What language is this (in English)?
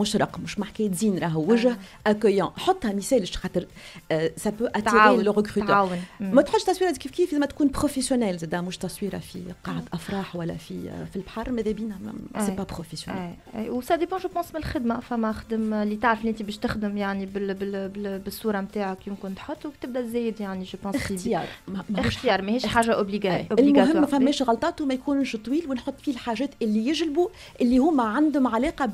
Tunisian Arabic